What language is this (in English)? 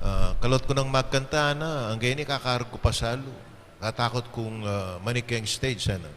Pampanga